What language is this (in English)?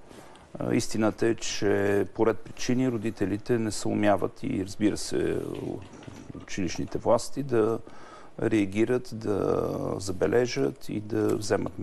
Bulgarian